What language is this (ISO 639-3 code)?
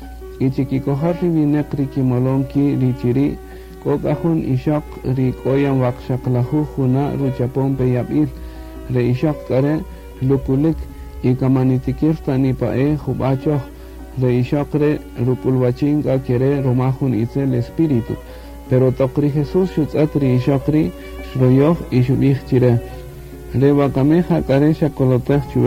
cak